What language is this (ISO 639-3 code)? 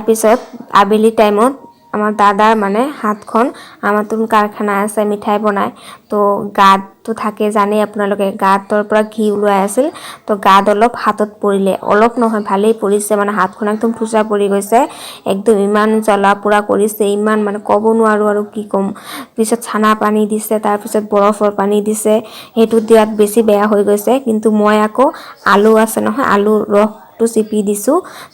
asm